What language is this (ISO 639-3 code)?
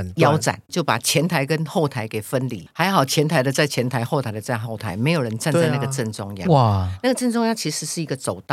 zho